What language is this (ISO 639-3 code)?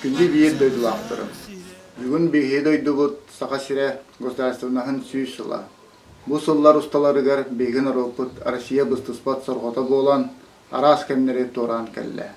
sah